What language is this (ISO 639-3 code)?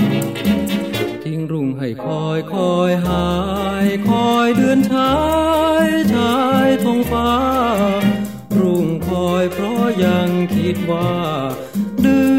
tha